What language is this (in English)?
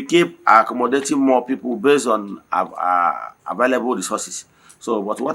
Igbo